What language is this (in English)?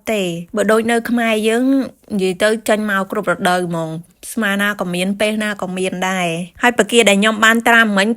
Khmer